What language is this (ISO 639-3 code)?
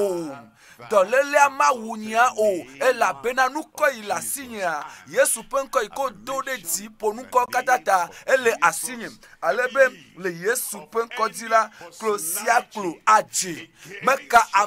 ewe